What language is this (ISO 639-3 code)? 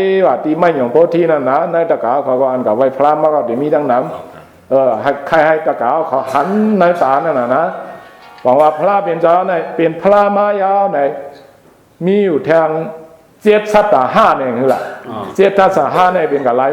shn